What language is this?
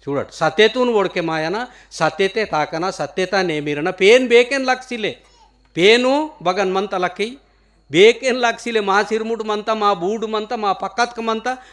Gondi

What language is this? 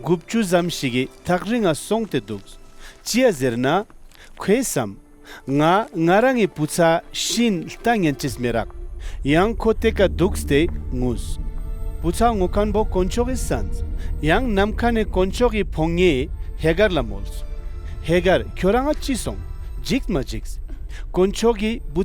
Ladakhi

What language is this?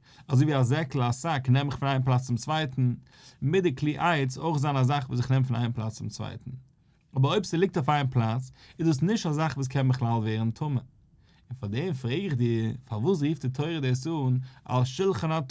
Yiddish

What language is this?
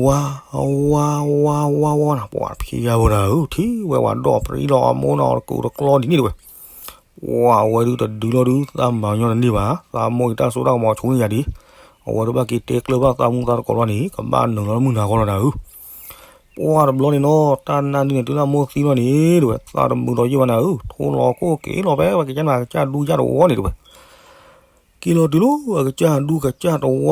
S'gaw Karen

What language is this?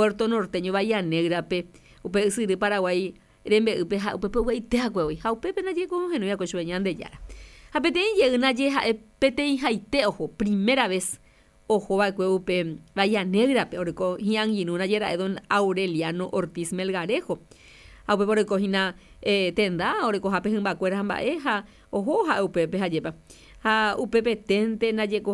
Guarani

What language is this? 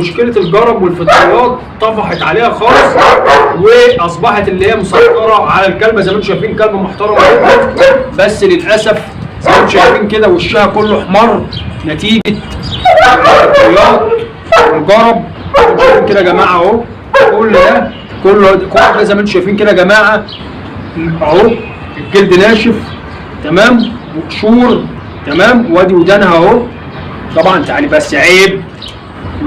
Egyptian Arabic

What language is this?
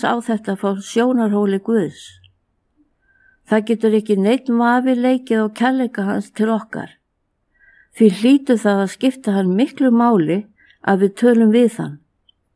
Icelandic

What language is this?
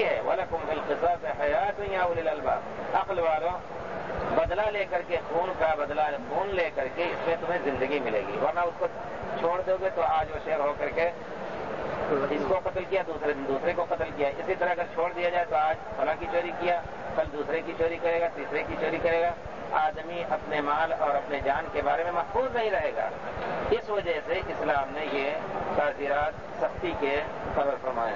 Urdu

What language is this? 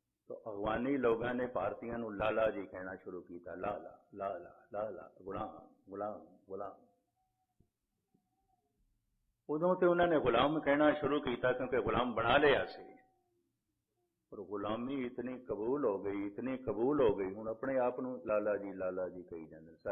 Punjabi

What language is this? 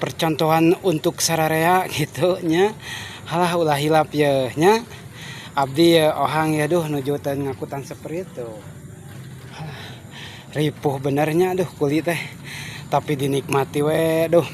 Sundanese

